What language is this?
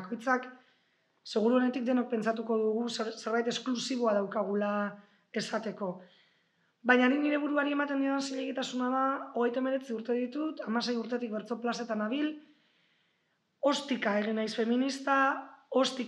Basque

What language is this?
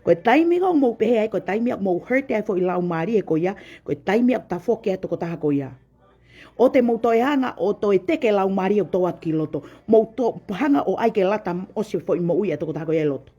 Tongan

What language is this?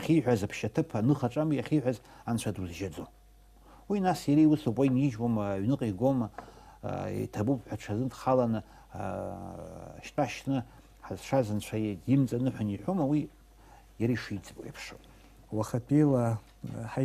Abkhazian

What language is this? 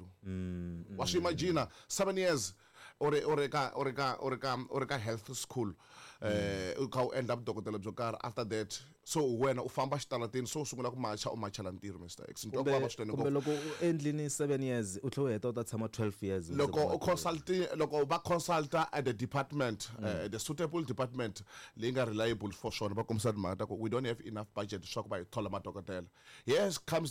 Tsonga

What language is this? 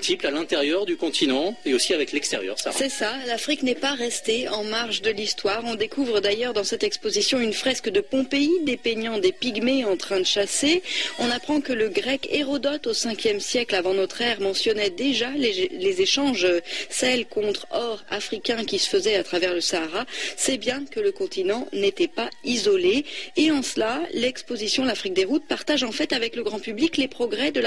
French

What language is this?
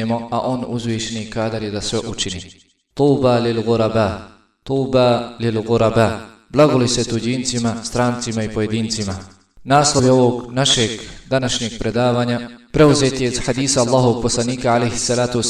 Bosnian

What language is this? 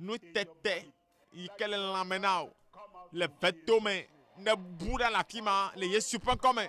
Ewe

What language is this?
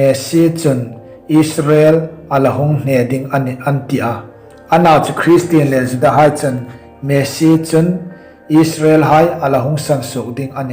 Hmar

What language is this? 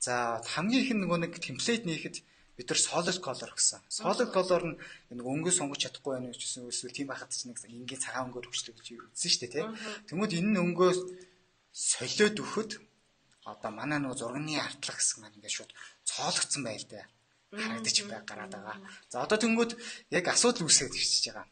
Mongolian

